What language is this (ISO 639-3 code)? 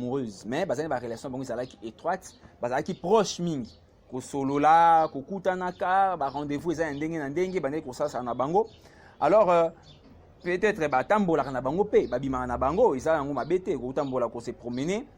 lin